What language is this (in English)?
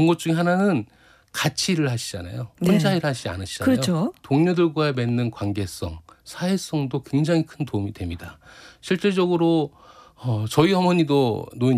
Korean